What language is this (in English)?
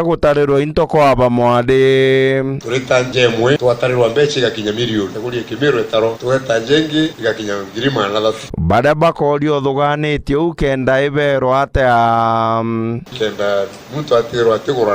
Meru